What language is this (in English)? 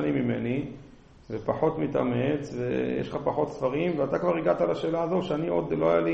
Hebrew